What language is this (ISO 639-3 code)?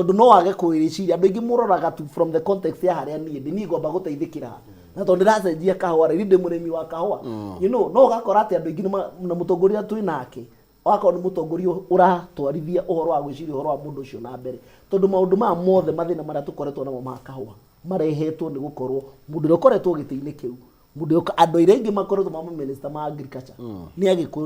kik